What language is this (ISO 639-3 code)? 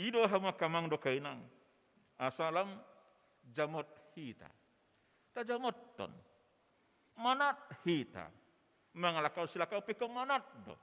bbc